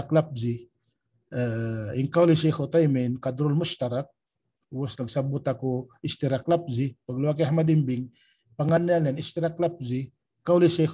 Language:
Tausug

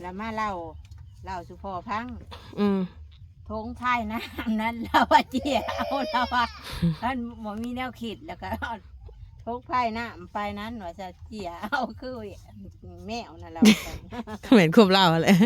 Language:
Northeastern Thai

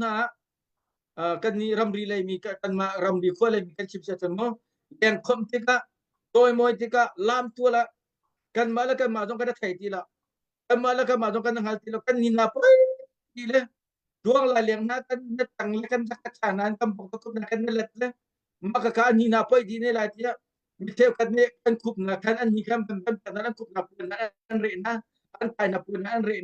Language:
Hakha Chin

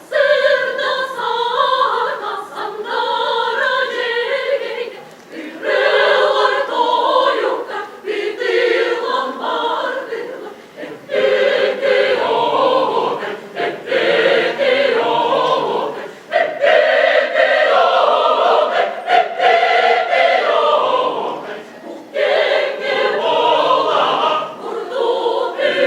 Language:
Yakut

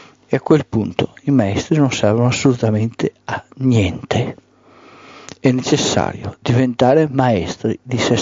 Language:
Italian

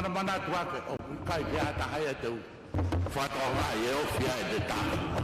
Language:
Tongan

